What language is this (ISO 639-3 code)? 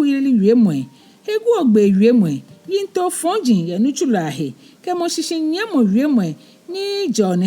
gaa